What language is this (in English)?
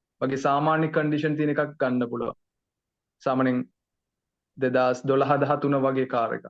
Sinhala